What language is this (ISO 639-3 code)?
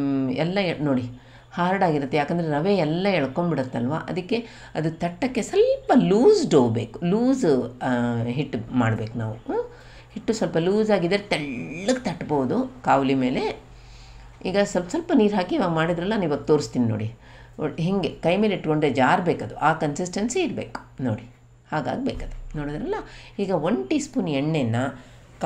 kan